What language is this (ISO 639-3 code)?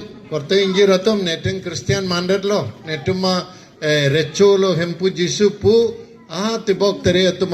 mjw